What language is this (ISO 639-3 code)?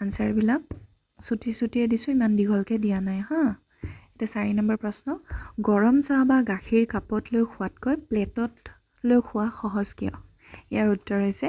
asm